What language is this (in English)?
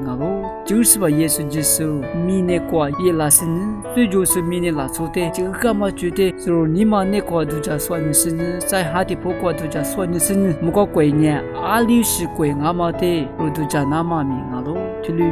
Lisu